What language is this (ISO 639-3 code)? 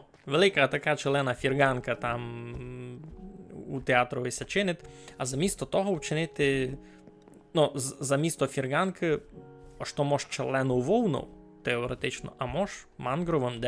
rue